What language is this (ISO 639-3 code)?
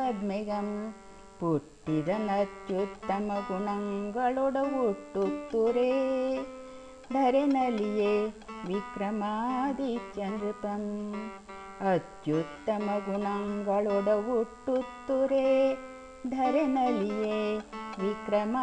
kan